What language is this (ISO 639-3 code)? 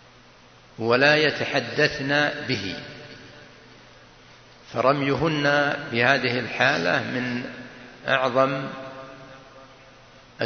ara